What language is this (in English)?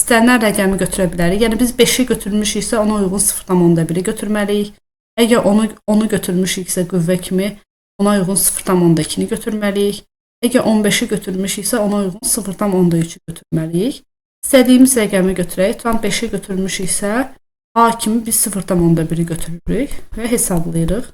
Azerbaijani